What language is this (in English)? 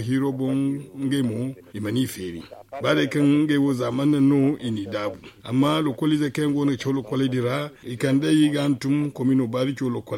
Zarma